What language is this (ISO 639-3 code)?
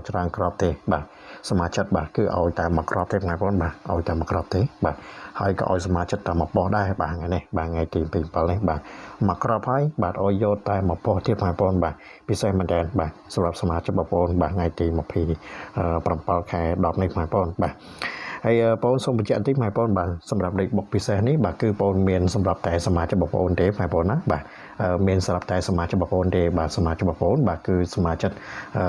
khm